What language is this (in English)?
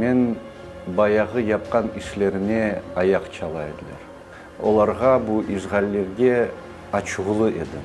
Crimean Tatar